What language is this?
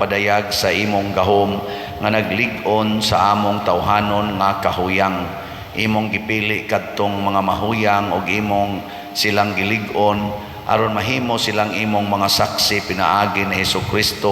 Cebuano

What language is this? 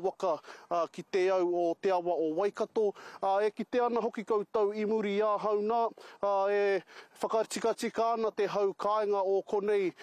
Māori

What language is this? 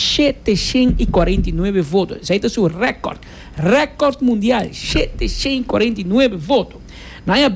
Papiamento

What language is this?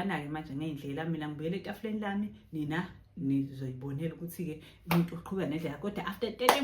Zulu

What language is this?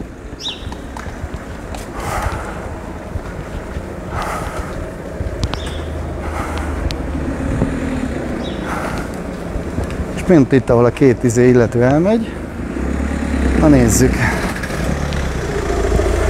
Hungarian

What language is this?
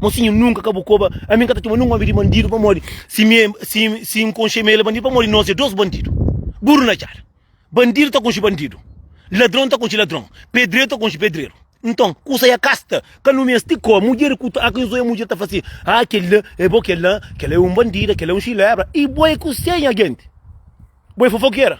Kabuverdianu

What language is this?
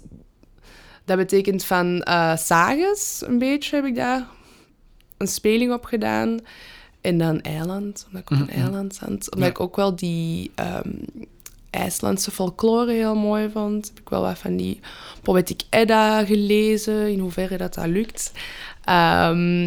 Dutch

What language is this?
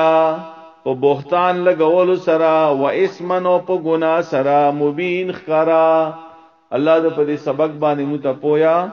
Pashto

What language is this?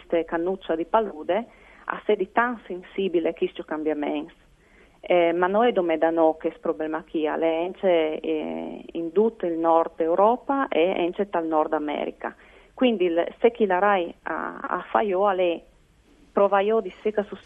Friulian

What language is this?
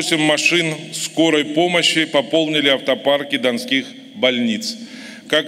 Russian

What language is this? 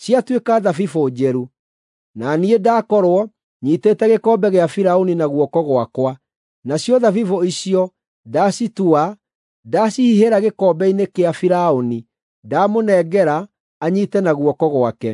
Kikuyu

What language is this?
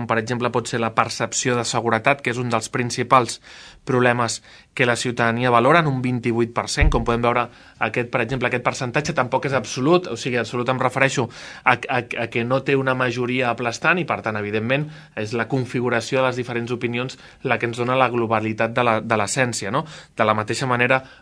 Catalan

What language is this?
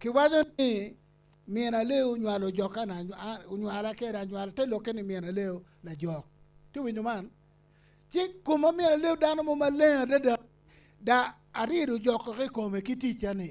Acoli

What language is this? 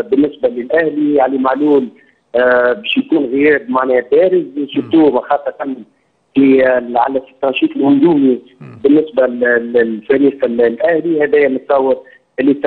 Egyptian Arabic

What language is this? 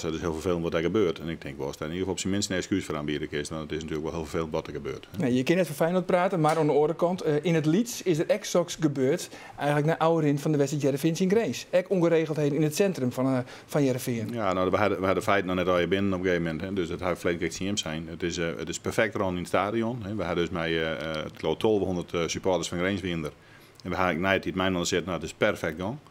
Western Frisian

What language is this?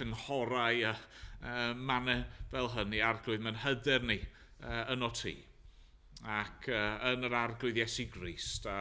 Welsh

